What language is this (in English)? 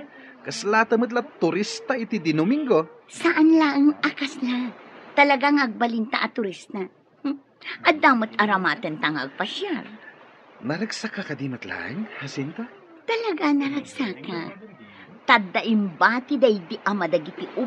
Iloko